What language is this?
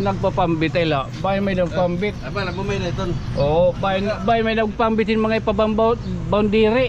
Waray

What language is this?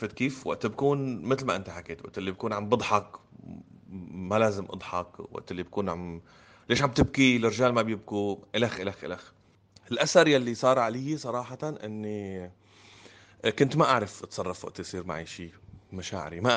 North Levantine Arabic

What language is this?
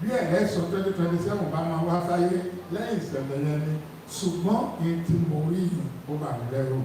Yoruba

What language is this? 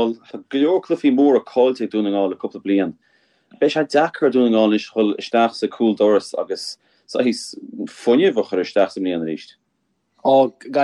Irish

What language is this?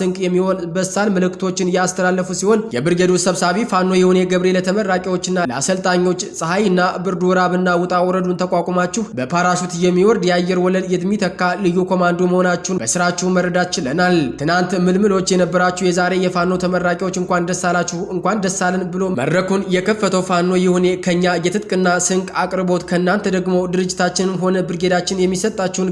Amharic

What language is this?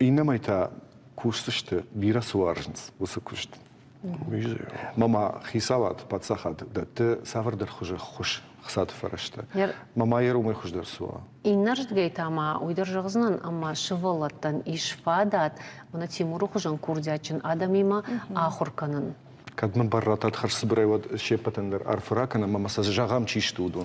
Ossetic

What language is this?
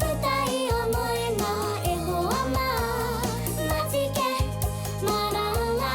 Māori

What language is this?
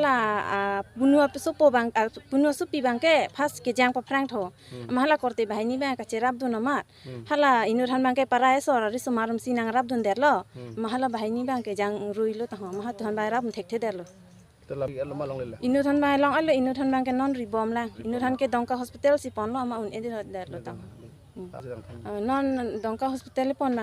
Karbi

